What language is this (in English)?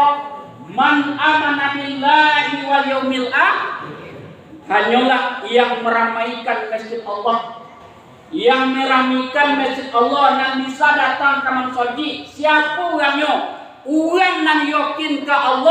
Minangkabau